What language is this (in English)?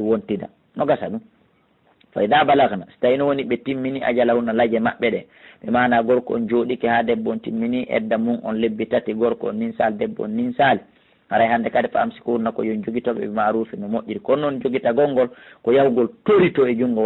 Fula